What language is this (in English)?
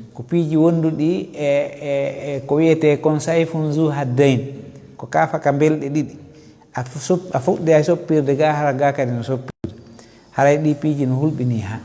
Fula